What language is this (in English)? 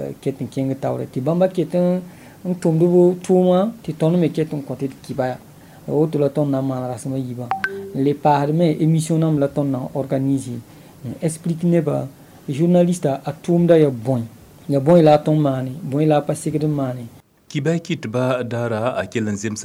Mossi